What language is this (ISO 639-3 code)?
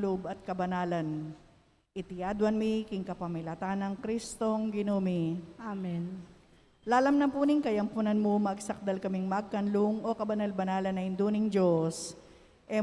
pam